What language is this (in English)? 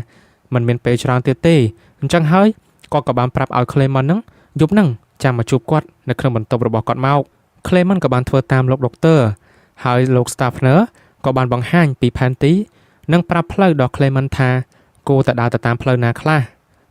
Khmer